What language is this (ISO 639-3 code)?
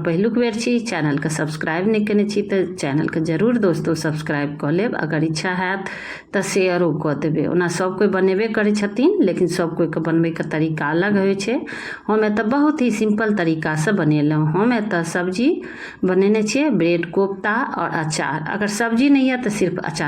mai